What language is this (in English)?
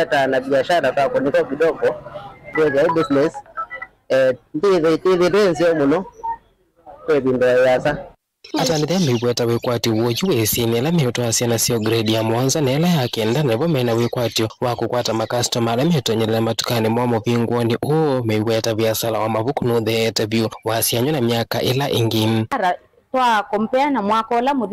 Kamba